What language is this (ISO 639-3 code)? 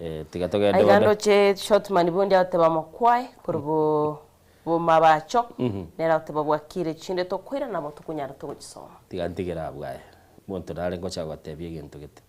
guz